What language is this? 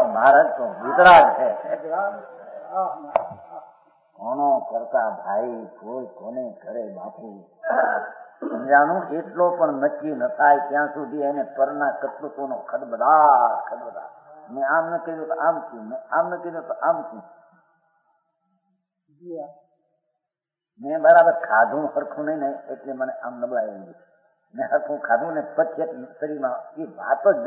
Gujarati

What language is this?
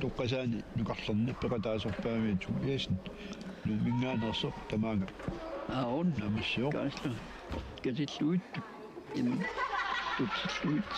Kalaallisut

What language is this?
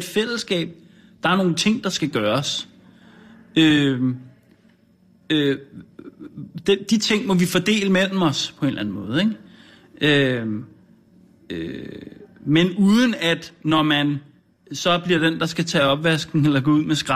Danish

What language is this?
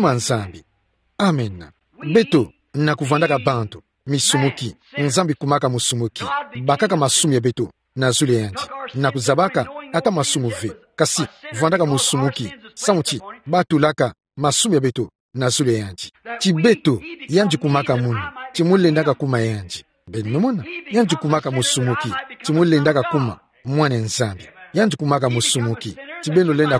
Kituba (Democratic Republic of Congo)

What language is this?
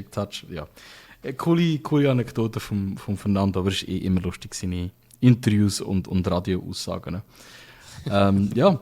Swiss German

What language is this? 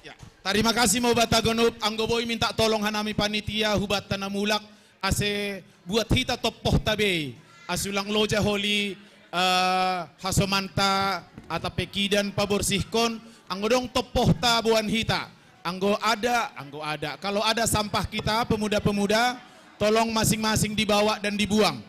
Batak Simalungun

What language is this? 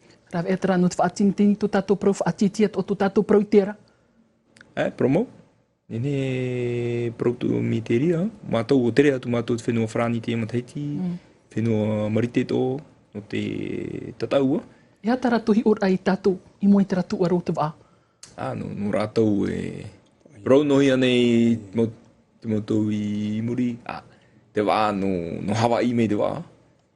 Tahitian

